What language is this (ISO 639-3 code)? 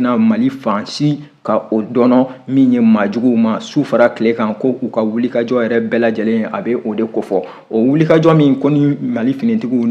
bam